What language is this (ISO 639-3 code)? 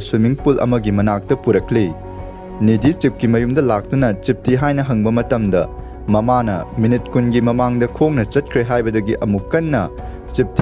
mni